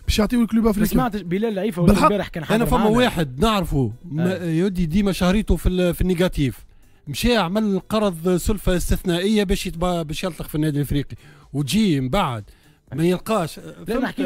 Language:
Tunisian Arabic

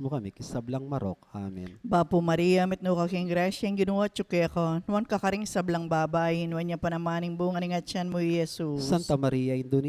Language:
Pampanga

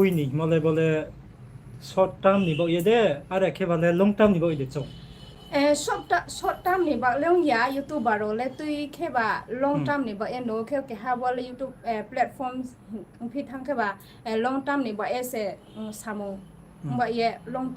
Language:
Riang (India)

